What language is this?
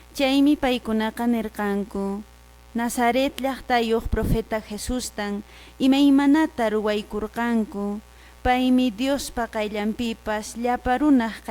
Quechua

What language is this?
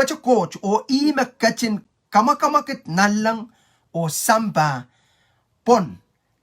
Pohnpeian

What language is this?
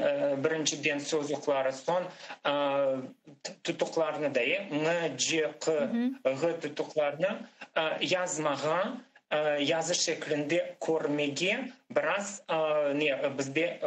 Crimean Tatar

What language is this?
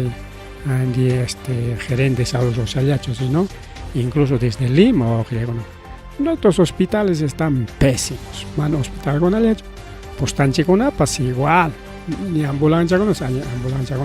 Ayacucho Quechua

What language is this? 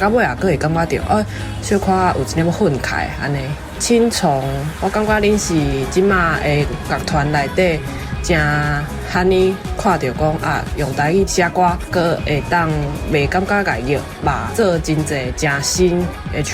Min Nan Chinese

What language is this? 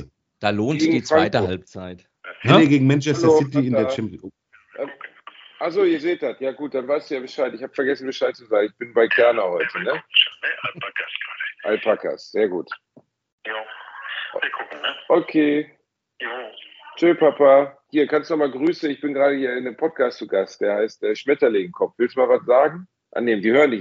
German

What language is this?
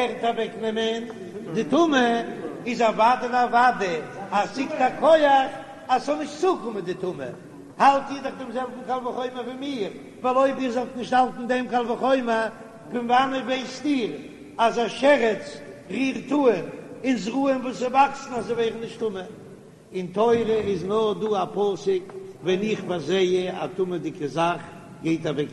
Yiddish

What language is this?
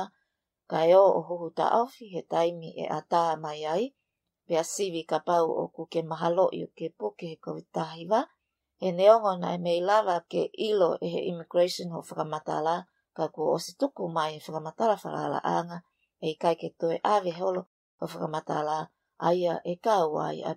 Tongan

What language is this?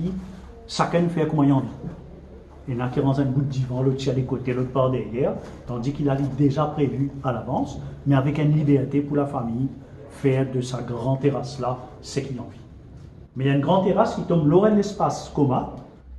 Morisyen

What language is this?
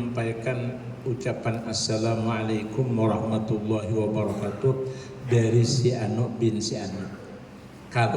Banjar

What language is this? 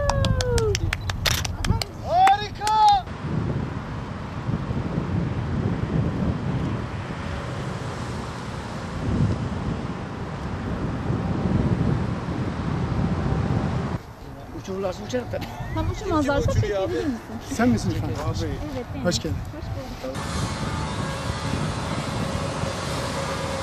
Turkish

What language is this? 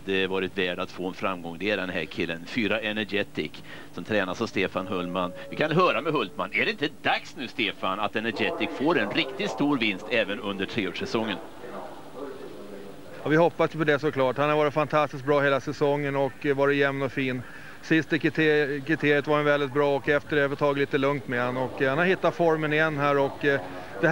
Swedish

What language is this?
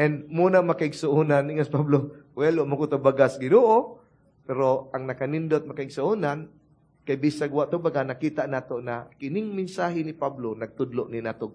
Cebuano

